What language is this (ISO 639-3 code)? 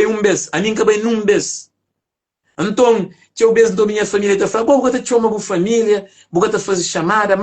kea